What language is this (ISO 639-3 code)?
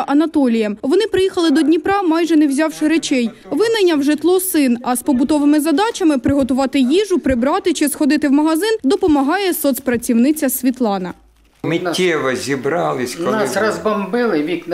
ukr